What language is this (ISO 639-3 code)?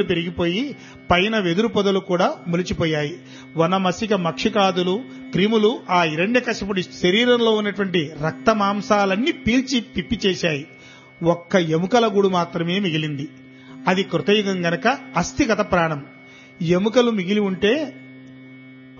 tel